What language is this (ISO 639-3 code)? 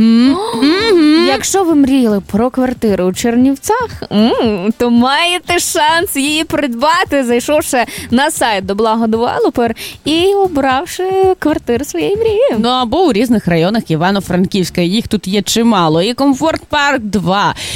ukr